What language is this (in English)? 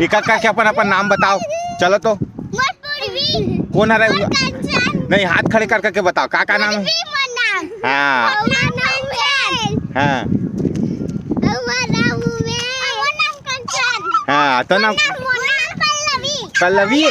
Chhattisgarhi